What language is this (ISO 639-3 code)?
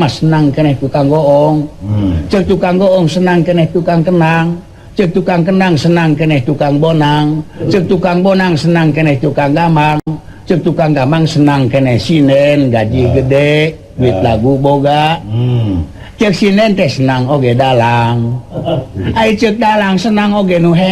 sun